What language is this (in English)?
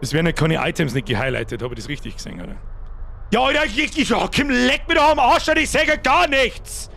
Bavarian